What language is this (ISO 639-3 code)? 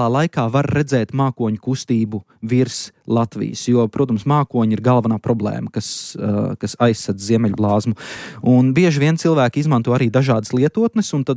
lav